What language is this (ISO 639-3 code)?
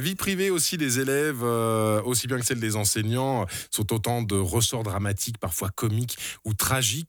fra